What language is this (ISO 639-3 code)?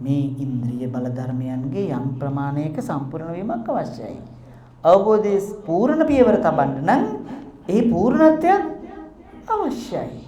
sin